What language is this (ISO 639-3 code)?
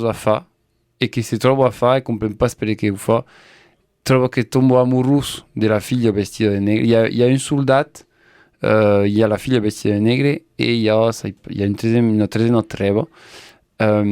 oci